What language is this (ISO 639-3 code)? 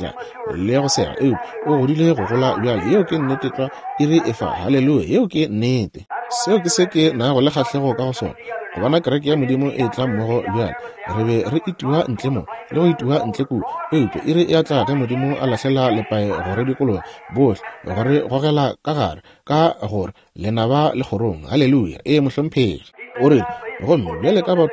nso